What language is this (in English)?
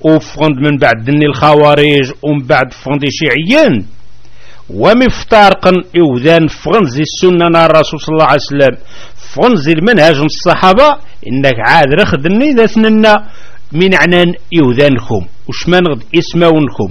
Kabyle